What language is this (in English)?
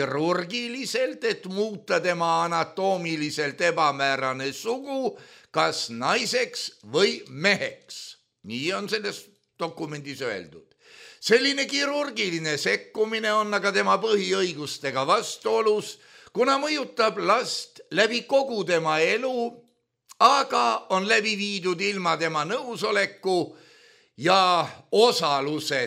Estonian